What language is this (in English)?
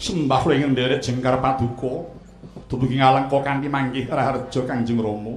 Javanese